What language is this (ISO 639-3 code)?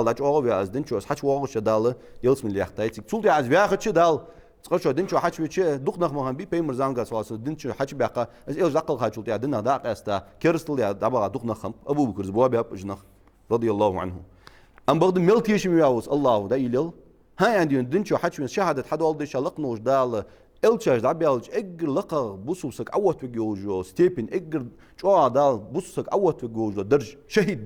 inh